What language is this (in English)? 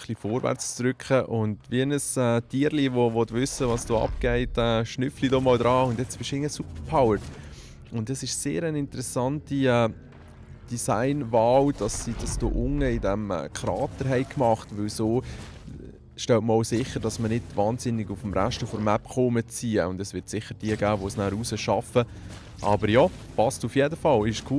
Swiss German